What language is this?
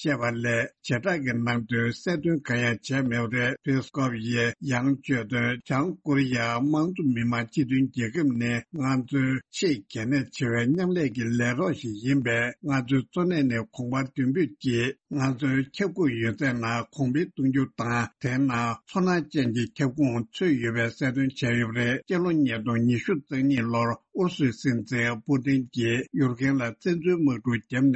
Tibetan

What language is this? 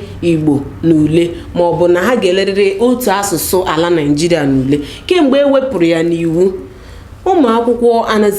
Igbo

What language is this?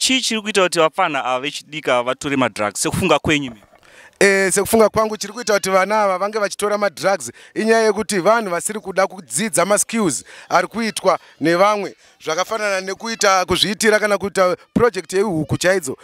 Shona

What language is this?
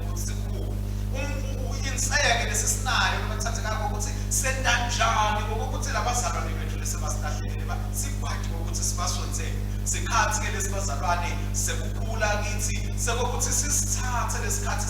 Swati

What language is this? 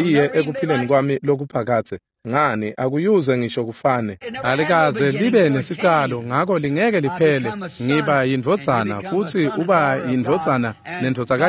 Swati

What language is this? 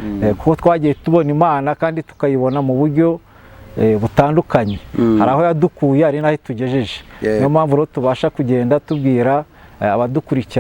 Kinyarwanda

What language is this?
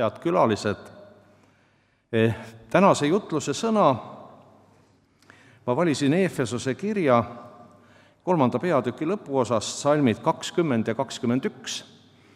Estonian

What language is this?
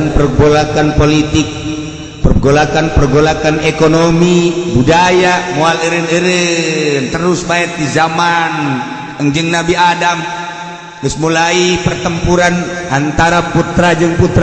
Sundanese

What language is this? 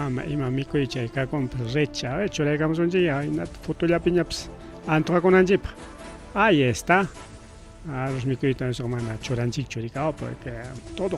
Ayacucho Quechua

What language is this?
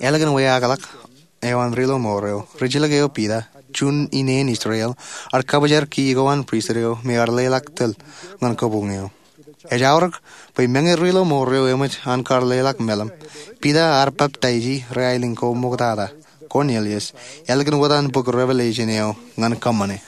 Marshallese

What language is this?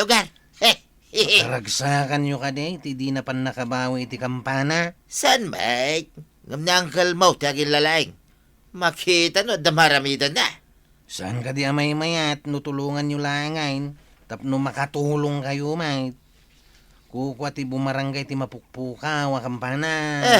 Iloko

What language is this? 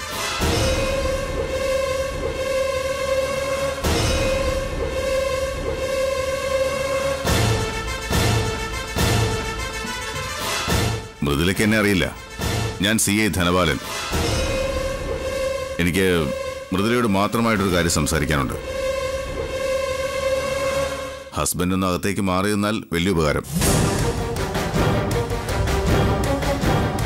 Malayalam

